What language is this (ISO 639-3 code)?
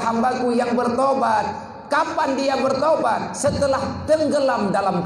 ace